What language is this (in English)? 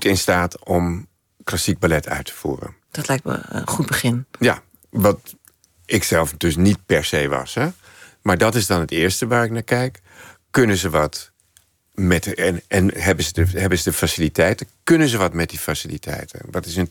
Dutch